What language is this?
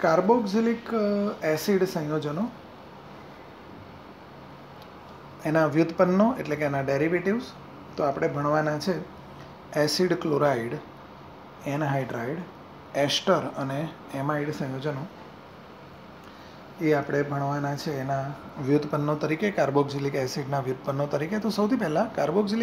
Gujarati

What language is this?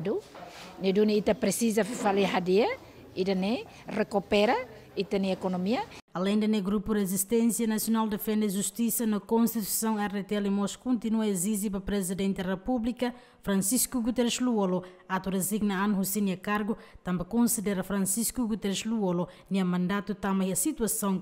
Tetum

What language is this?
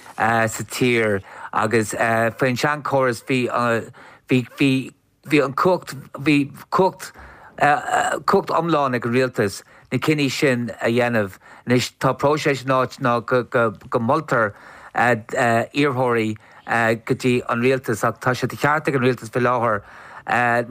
Irish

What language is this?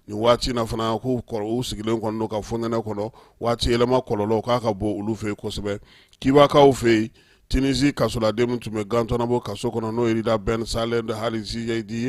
Bambara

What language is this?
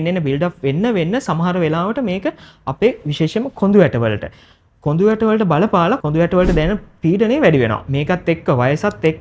Sinhala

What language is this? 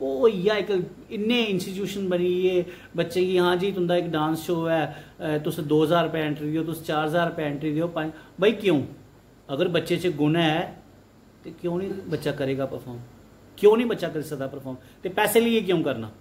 Dogri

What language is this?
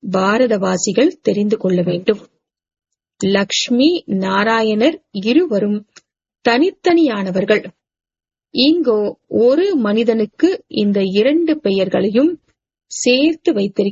Tamil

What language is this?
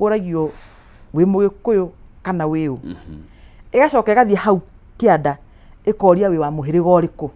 Kikuyu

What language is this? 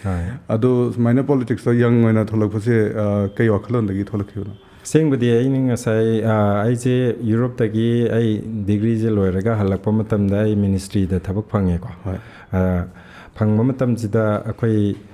Manipuri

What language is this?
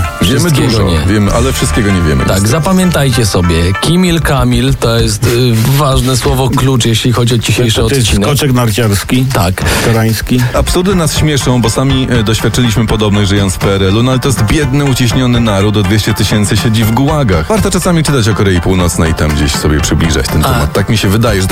Polish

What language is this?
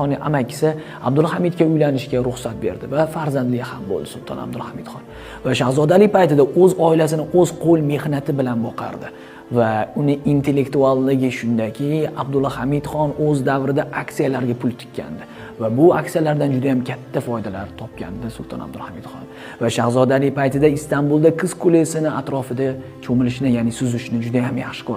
Uzbek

